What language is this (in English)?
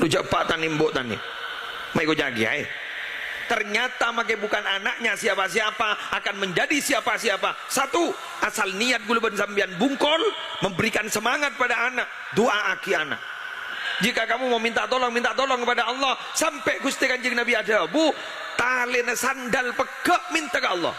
Madurese